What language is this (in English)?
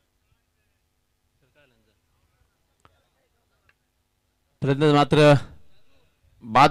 Marathi